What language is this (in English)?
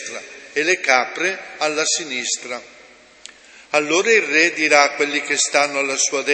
Italian